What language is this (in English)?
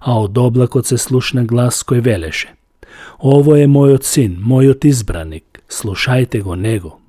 Macedonian